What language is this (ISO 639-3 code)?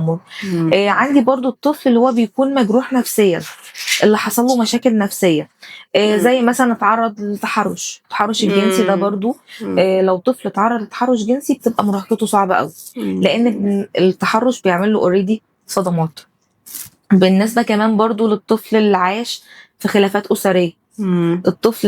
arz